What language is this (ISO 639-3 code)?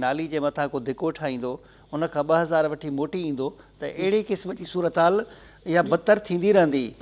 snd